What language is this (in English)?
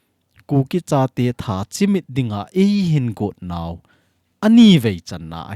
Thado Chin